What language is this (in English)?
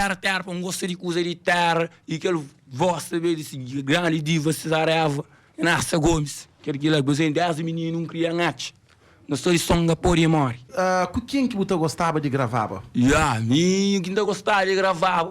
Kabuverdianu